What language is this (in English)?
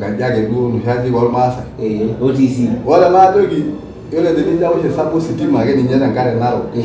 Masai